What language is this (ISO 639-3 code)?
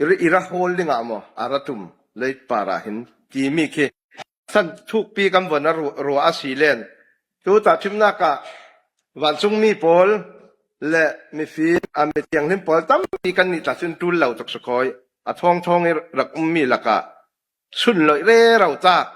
cfm